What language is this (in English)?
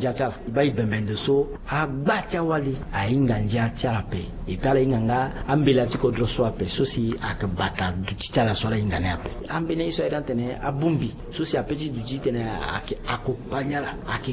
Sango